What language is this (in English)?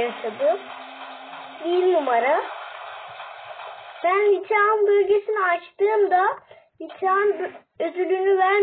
Turkish